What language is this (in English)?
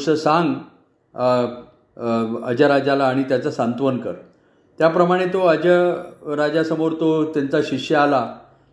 Marathi